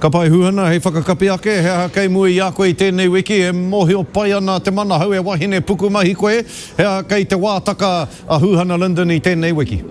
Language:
Māori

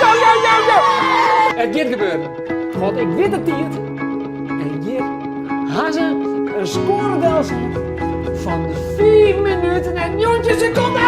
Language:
Western Frisian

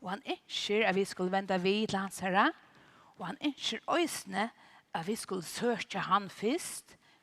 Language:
Faroese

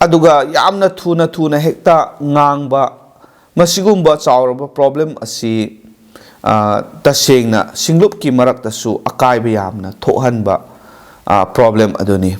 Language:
Manipuri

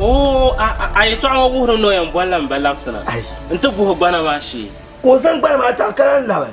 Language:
Dagbani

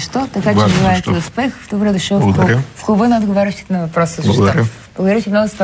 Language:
Bulgarian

